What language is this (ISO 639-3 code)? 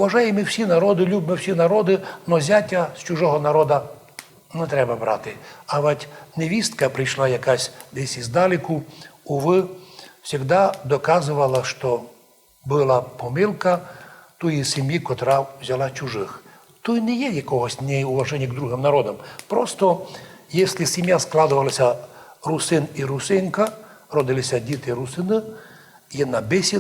rue